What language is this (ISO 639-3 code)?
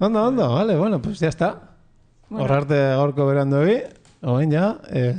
eus